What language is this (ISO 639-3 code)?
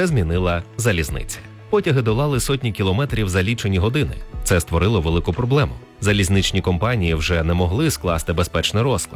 ukr